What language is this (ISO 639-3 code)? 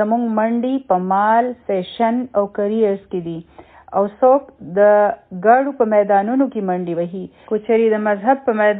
pus